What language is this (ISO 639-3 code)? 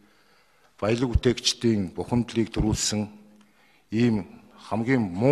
mon